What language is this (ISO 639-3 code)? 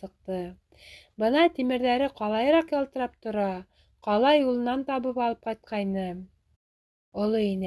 bak